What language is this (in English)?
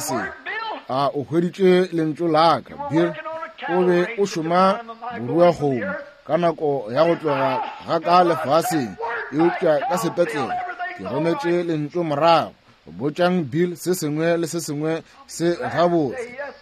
Northern Sotho